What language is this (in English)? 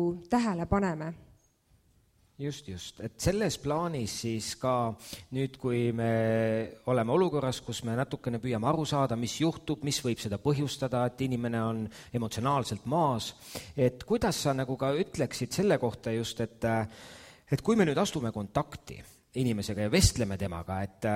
Estonian